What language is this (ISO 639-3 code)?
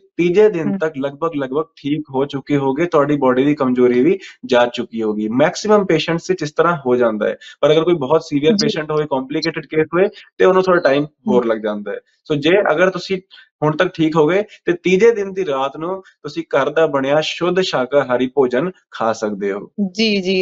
pan